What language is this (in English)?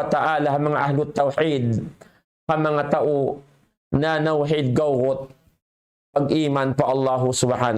Tausug